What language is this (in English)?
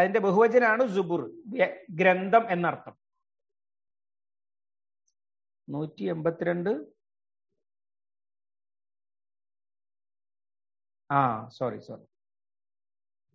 Malayalam